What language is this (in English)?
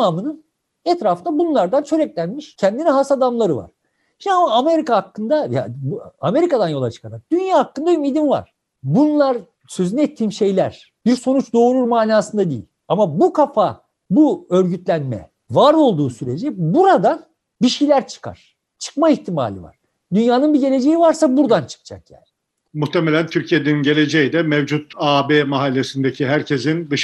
Turkish